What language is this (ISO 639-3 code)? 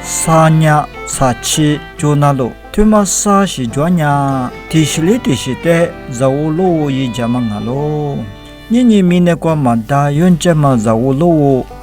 lis